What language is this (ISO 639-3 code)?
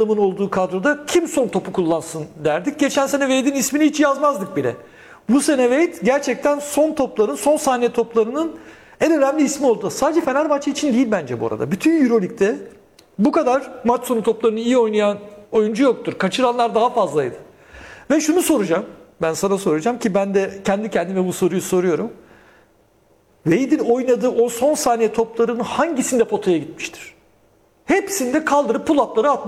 tur